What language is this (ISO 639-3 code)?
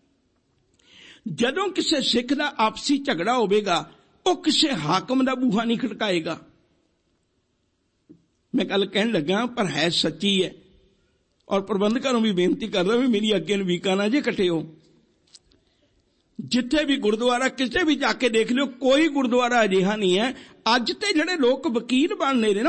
pan